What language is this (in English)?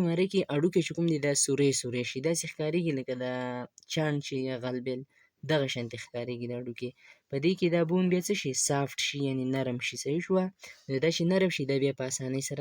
Pashto